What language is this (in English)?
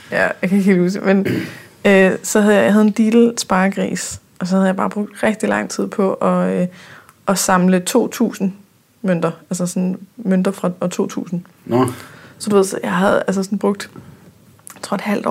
Danish